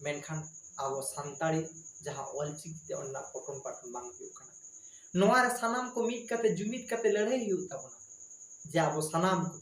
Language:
Santali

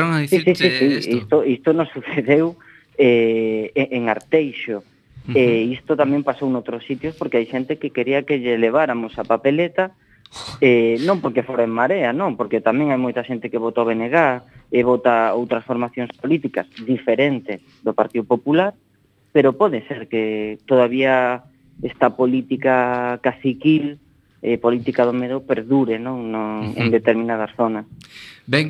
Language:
Galician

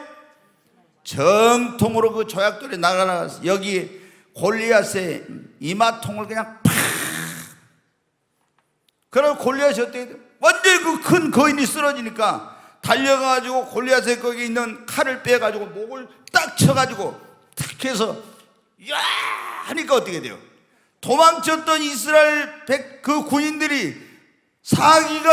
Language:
Korean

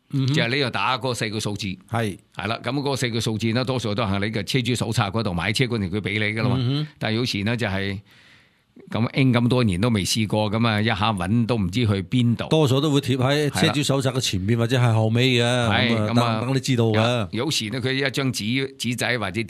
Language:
Cantonese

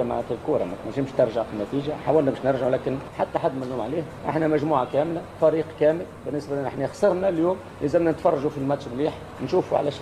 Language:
Tunisian Arabic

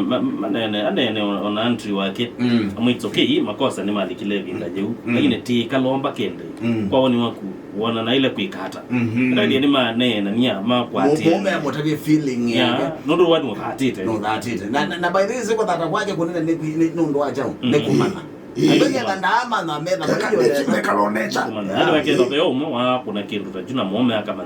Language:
Kamba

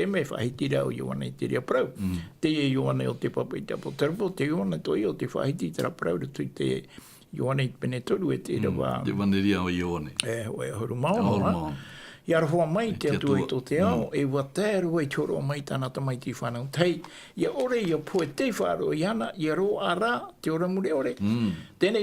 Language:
Tahitian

